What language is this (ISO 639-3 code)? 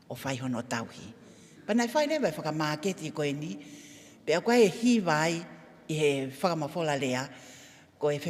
ton